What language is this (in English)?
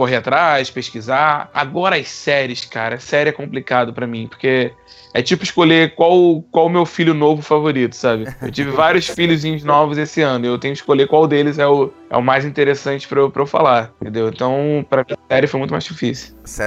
Portuguese